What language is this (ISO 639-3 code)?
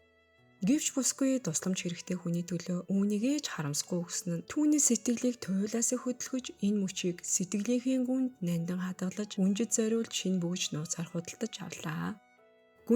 mon